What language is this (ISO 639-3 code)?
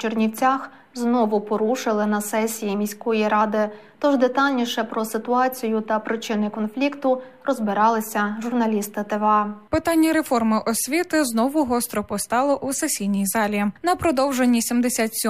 ukr